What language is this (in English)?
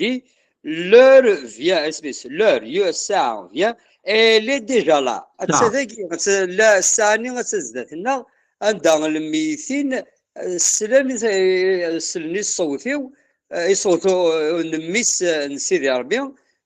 Kabyle